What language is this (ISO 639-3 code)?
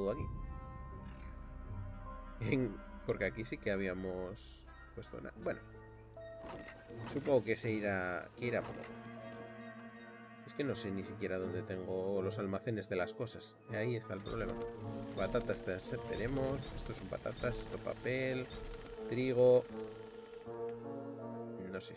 spa